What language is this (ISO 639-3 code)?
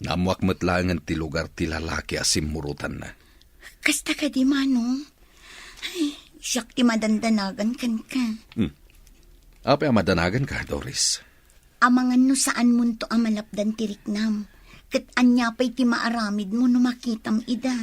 ilo